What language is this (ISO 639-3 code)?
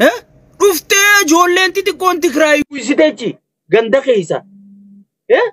orm